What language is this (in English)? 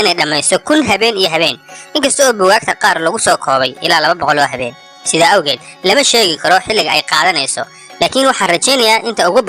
Somali